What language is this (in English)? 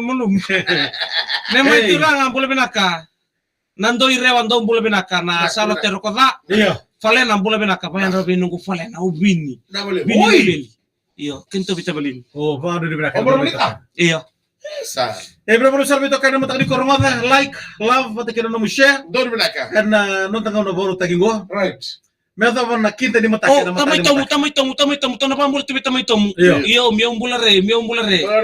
Fijian